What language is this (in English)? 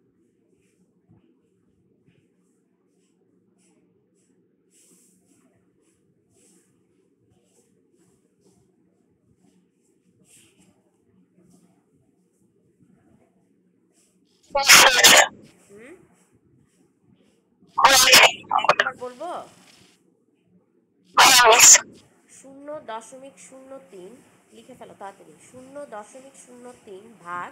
Bangla